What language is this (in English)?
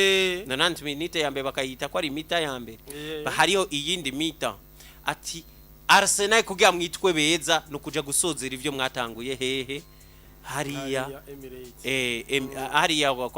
Rundi